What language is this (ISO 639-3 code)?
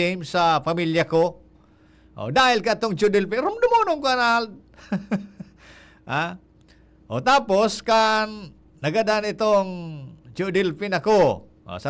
bik